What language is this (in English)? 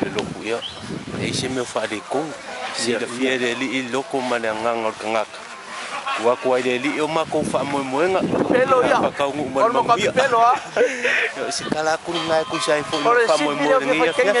Samoan